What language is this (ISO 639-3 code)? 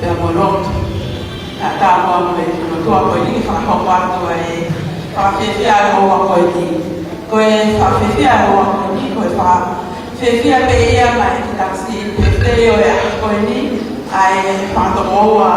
ton